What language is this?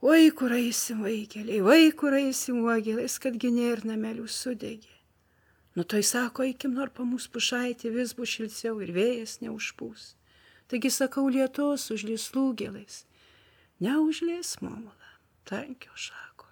Lithuanian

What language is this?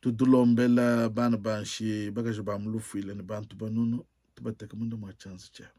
Luba-Lulua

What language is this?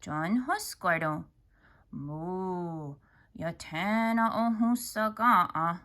Mohawk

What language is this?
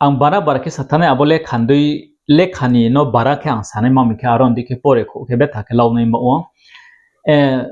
Riang (India)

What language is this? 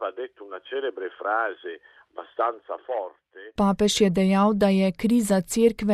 Slovenian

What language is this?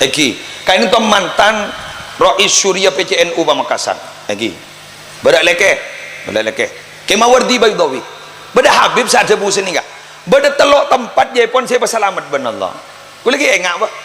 Madurese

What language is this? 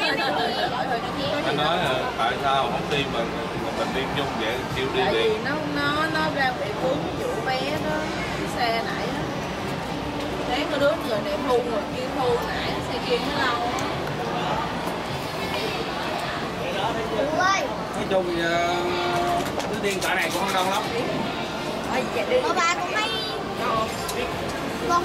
Vietnamese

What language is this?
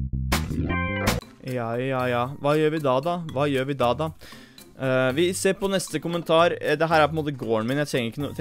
Norwegian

